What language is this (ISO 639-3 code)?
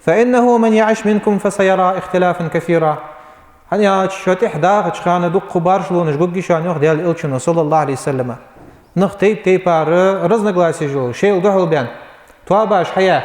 inh